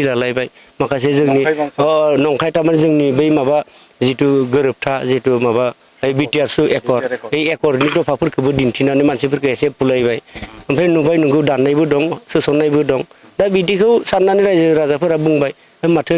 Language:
Bodo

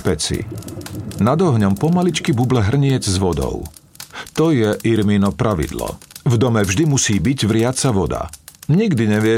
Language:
Slovak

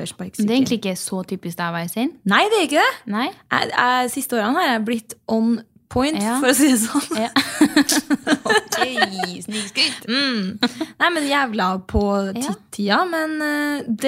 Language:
Norwegian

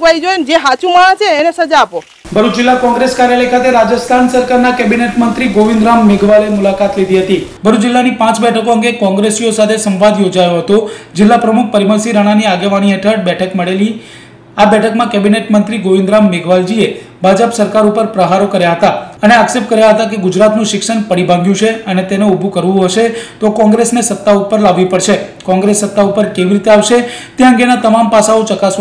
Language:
Gujarati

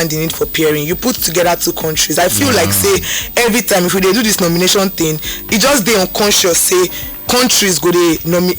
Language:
Nigerian Pidgin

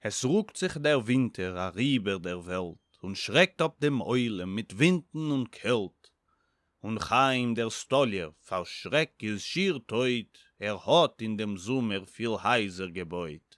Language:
Yiddish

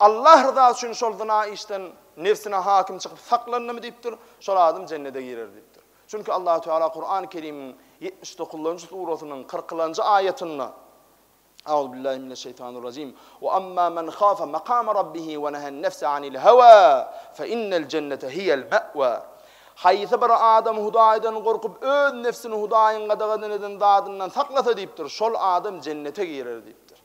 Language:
Turkmen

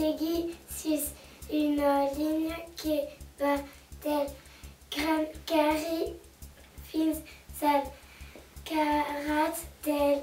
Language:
Occitan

